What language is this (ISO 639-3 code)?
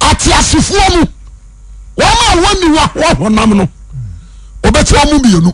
aka